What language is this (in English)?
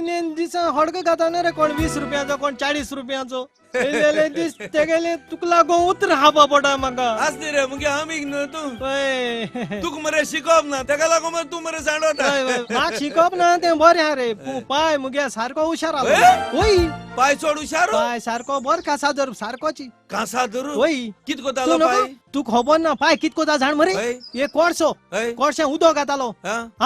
Konkani